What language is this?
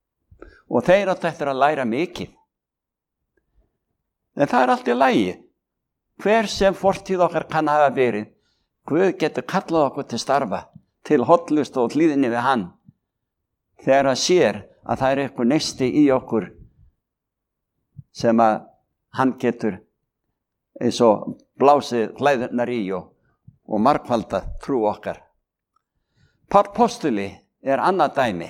Icelandic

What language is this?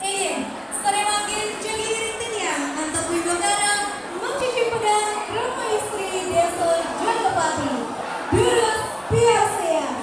Balinese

